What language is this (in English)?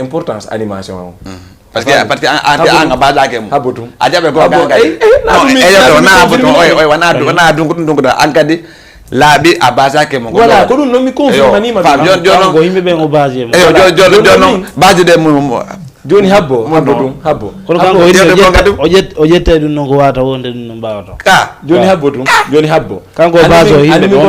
Fula